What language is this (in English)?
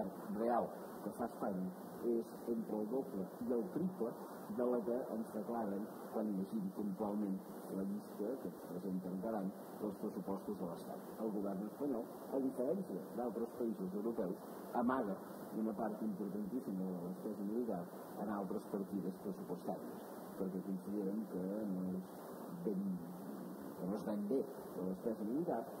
Catalan